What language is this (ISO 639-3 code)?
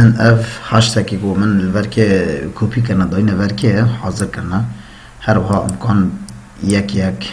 kur